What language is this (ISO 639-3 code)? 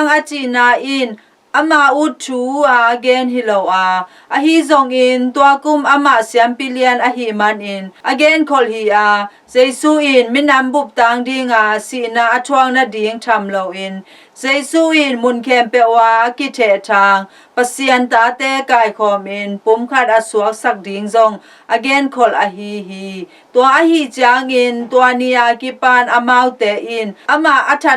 ctd